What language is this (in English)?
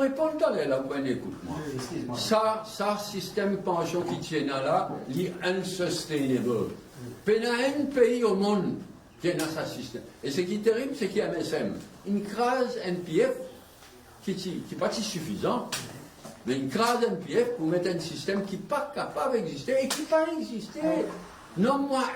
Morisyen